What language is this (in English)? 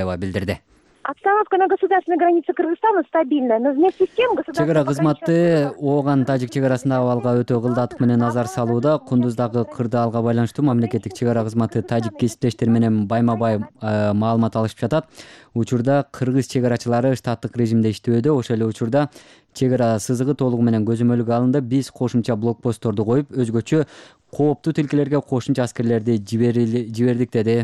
Kyrgyz